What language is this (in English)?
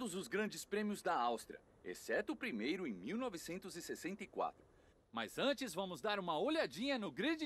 Portuguese